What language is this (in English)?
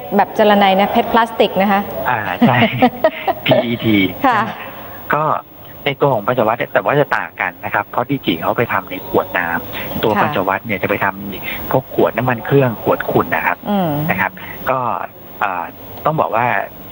Thai